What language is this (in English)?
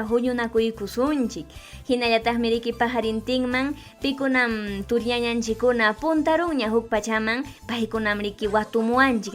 Ayacucho Quechua